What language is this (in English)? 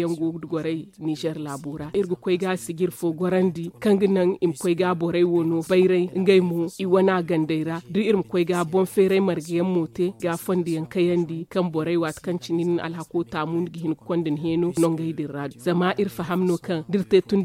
Zarma